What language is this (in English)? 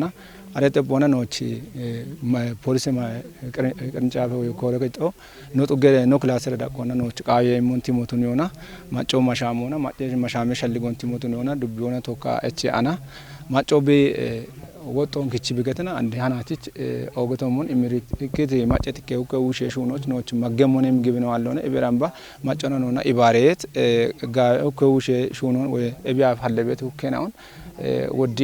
Kafa